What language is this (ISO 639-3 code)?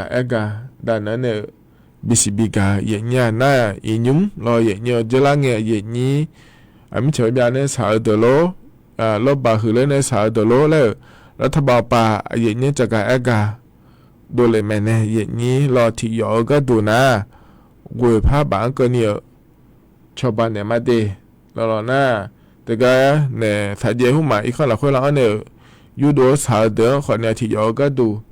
ahk